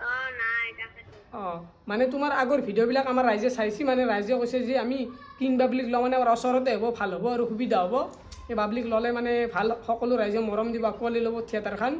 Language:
Assamese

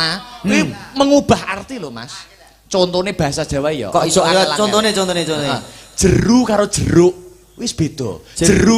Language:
Javanese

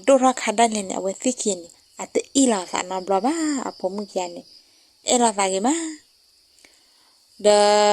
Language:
S'gaw Karen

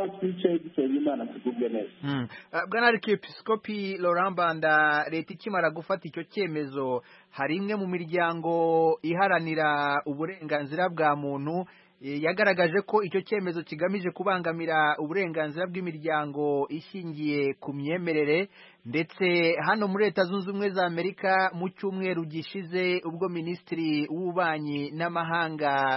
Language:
Kinyarwanda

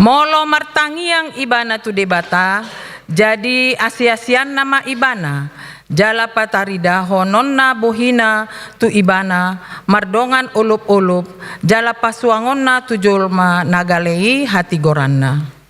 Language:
Batak Toba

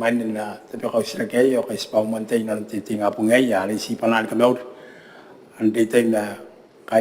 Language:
Gilbertese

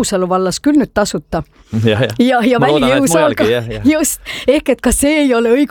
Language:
Estonian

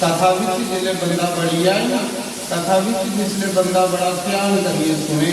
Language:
Dogri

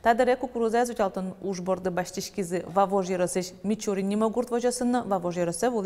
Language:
Udmurt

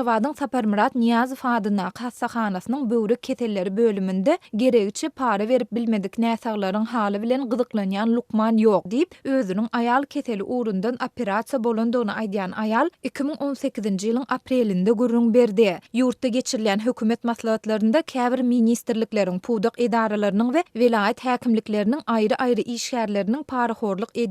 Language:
Turkmen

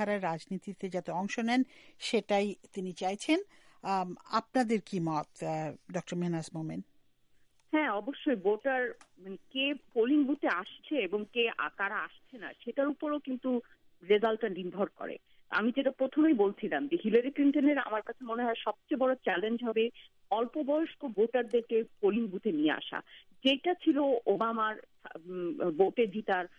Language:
Bangla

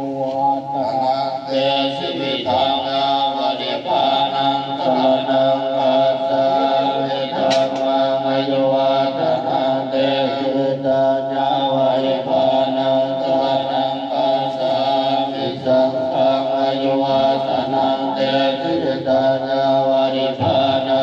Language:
Pali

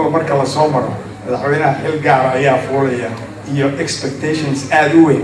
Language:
Somali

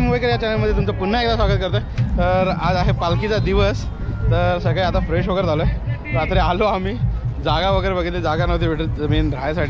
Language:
Marathi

